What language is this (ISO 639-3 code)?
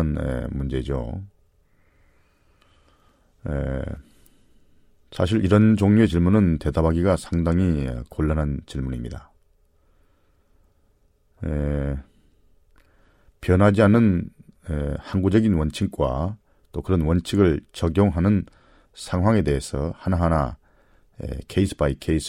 kor